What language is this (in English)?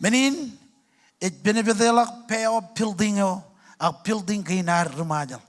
Marshallese